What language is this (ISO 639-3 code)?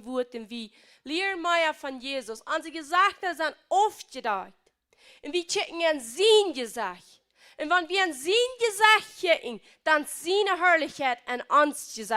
pdt